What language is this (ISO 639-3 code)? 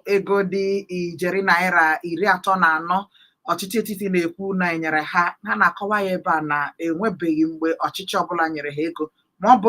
ibo